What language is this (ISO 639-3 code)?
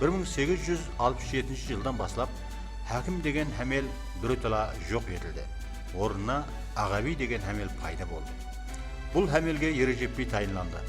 kaa